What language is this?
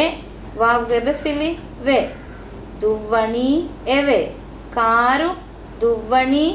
Divehi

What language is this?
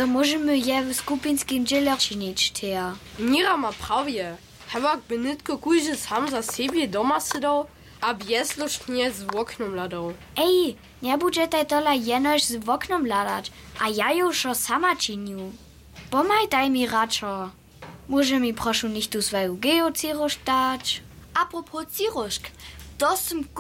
Upper Sorbian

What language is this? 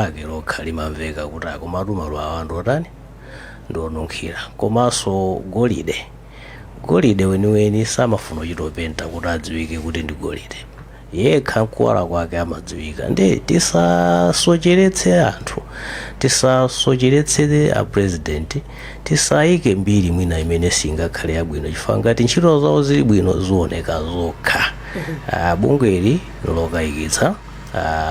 Nyanja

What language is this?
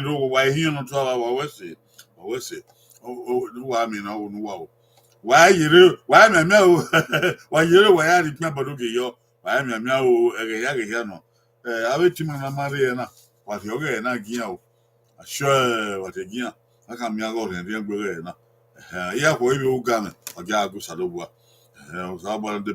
Bini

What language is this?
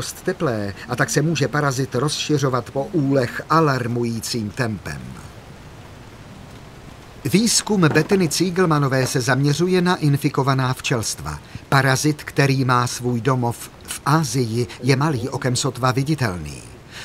Czech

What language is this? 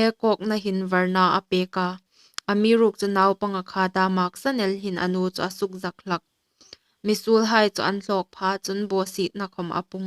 Hmar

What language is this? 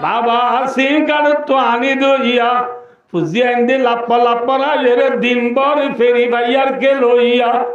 Rohingya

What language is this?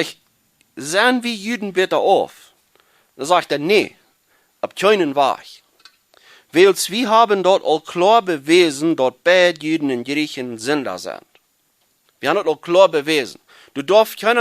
Plautdietsch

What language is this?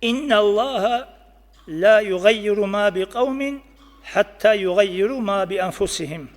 Avaric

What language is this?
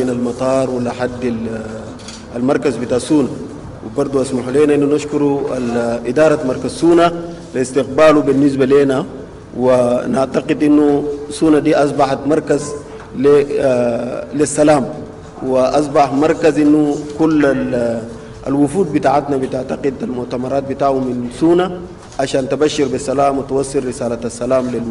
Sudanese Arabic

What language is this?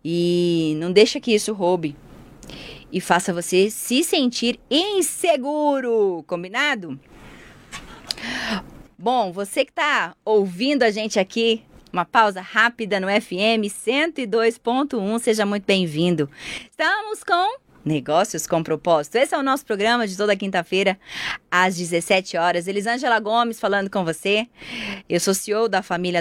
Portuguese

